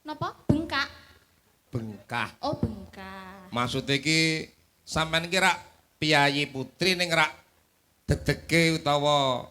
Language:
Javanese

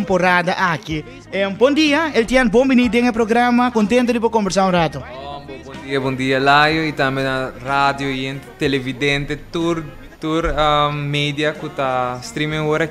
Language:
Papiamento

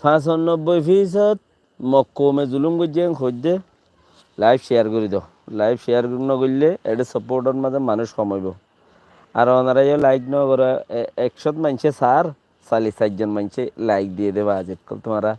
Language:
Rohingya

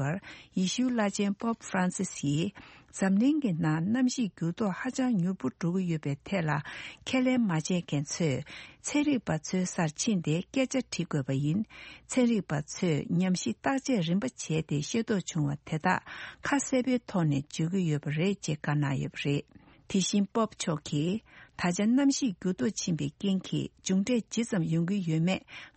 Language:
Tibetan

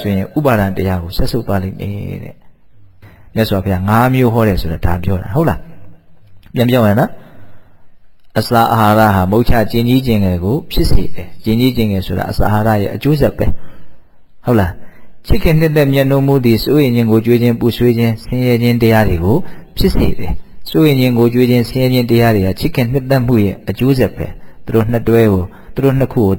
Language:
Burmese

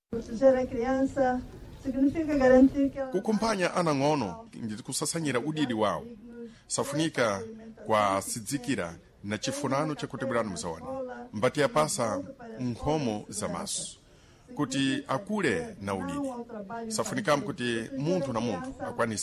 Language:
Sena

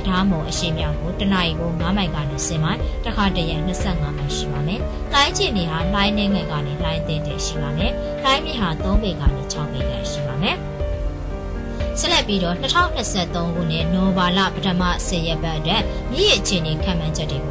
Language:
Burmese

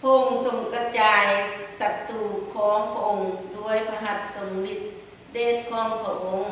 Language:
Lao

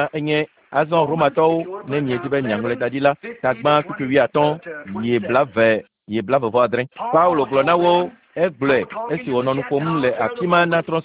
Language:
Ewe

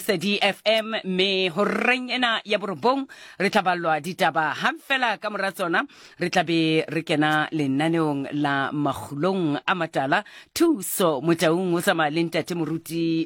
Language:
Southern Sotho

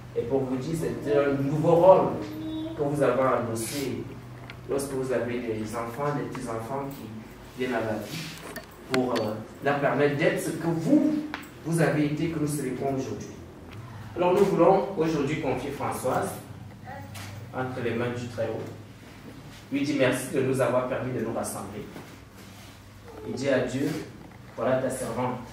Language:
French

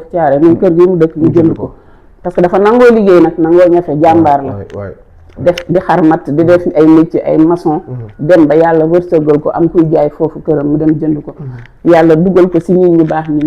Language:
Wolof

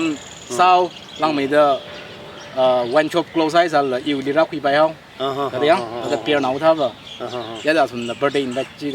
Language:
Tangkhul Naga (India)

